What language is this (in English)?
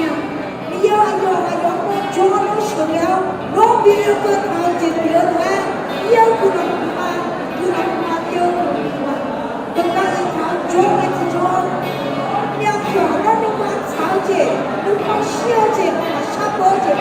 Akha